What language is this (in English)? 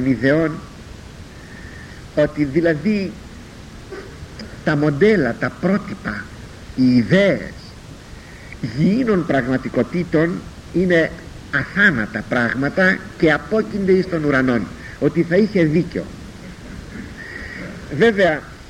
Greek